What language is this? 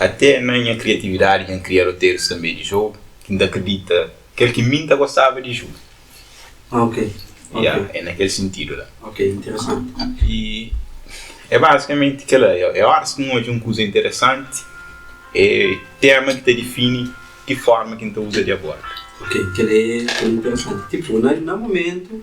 Kabuverdianu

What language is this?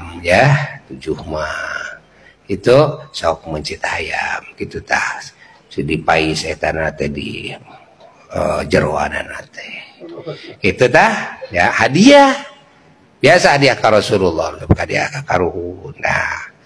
Sundanese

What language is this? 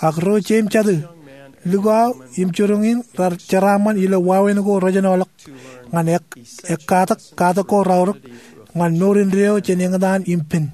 Marshallese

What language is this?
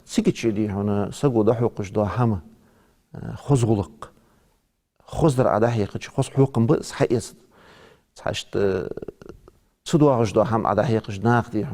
Ingush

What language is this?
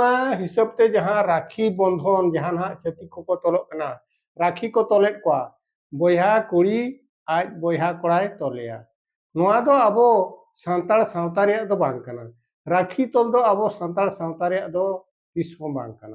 Santali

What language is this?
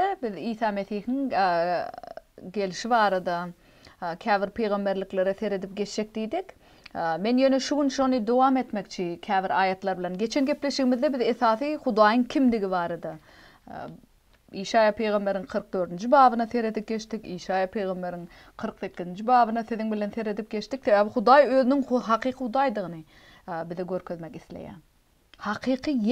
Turkmen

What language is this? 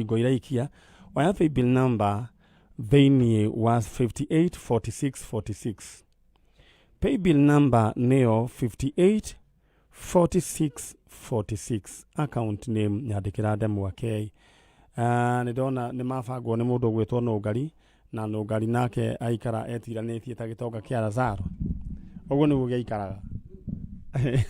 Kikuyu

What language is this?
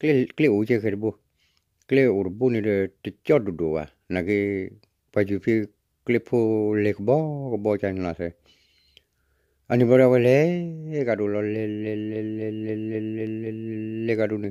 S'gaw Karen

